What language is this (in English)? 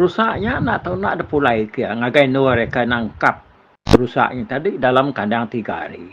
Iban